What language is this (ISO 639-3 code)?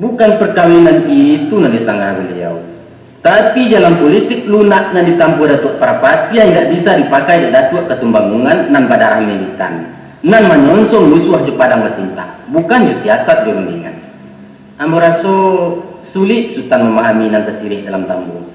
min